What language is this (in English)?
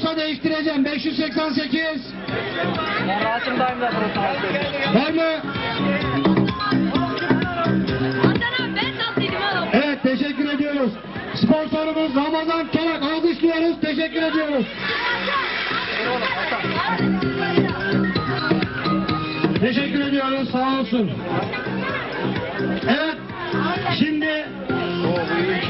Turkish